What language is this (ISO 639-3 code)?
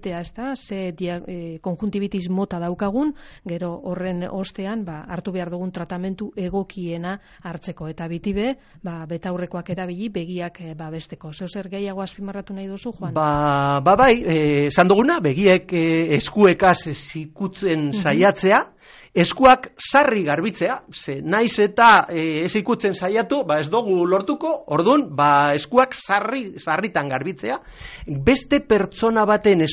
eus